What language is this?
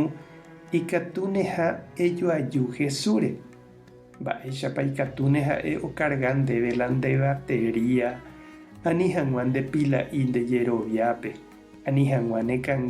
Guarani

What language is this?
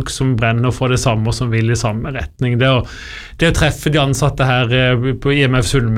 Norwegian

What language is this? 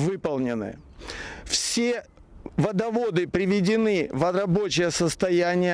Crimean Tatar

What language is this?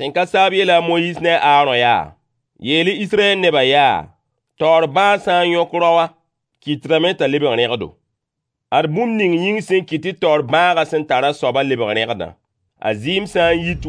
Mossi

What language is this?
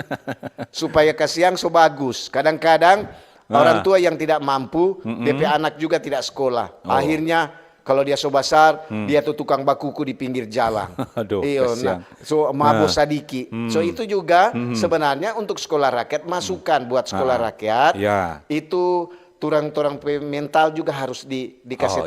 Manado Malay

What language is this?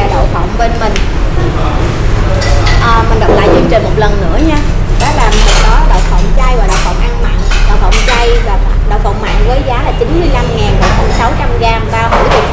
Vietnamese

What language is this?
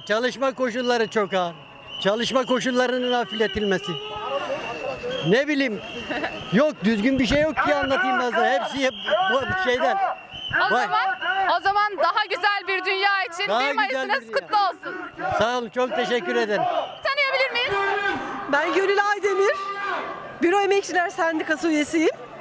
Turkish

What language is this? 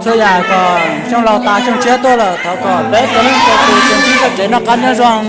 Hmong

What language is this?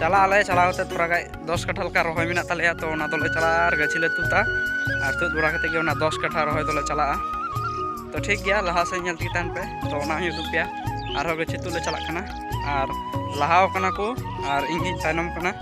Santali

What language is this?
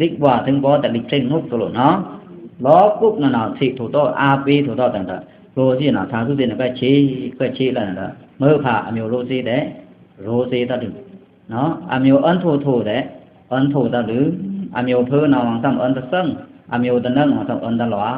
Pa'o Karen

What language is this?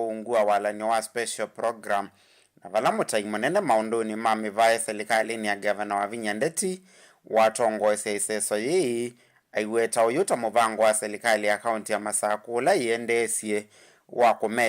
Kamba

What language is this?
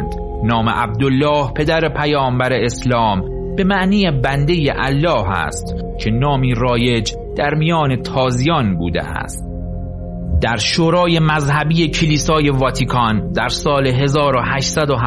Persian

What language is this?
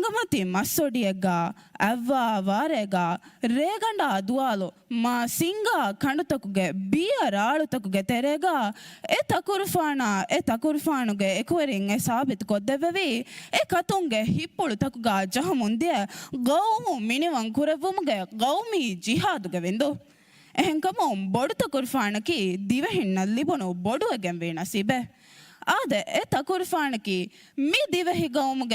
Divehi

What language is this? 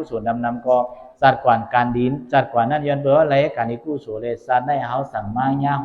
Shan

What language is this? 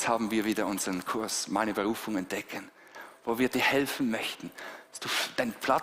Swiss German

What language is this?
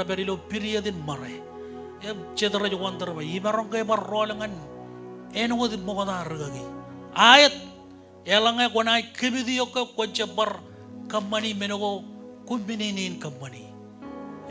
Marshallese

